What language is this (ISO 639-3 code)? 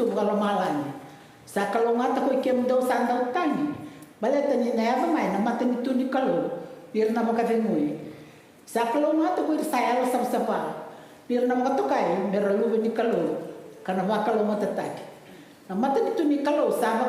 fij